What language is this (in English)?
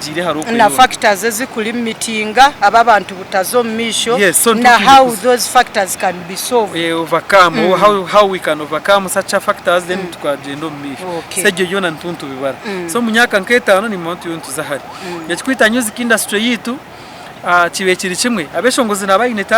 Nyankole